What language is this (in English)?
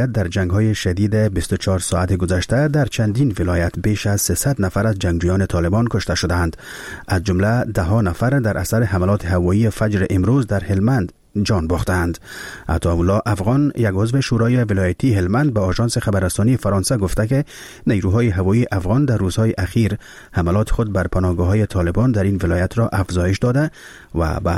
Persian